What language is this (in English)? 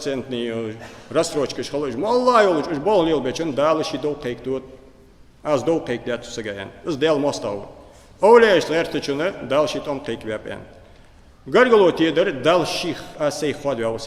Ingush